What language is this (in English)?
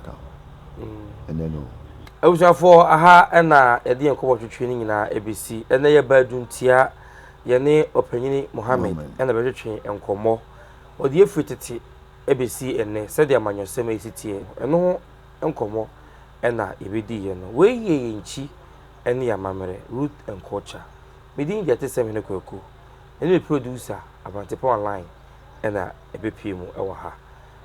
Akan